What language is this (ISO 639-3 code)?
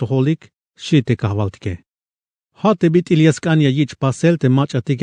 tzh